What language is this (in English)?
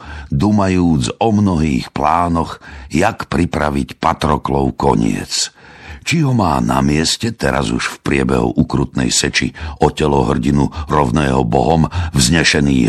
Slovak